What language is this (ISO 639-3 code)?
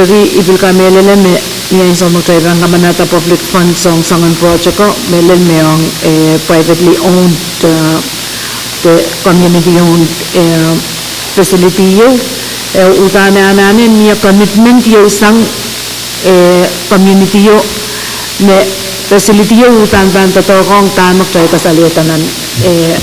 pon